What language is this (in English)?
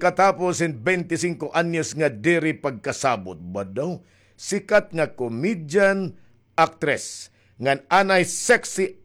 Waray